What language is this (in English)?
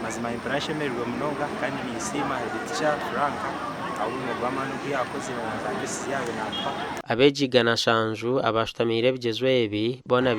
Nyankole